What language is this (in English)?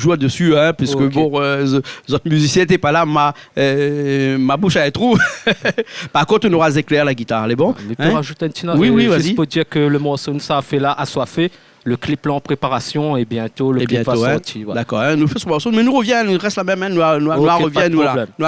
Réunion Creole French